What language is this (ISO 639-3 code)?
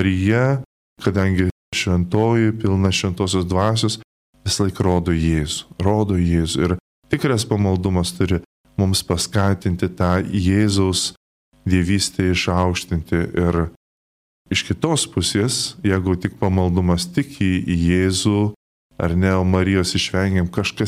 lit